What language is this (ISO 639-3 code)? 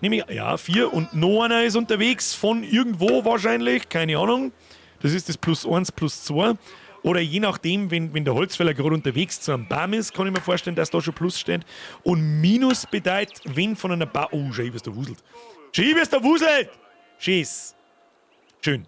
bar